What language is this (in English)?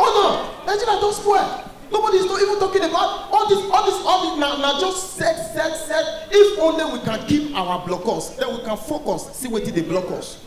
Nigerian Pidgin